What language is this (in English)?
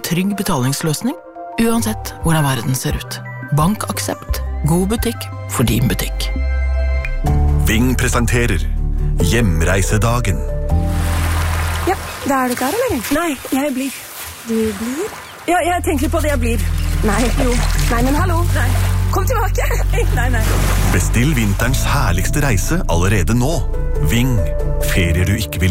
Norwegian